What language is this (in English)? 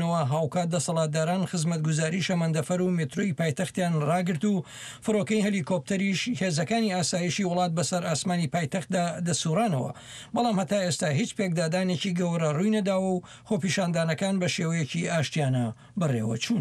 Central Kurdish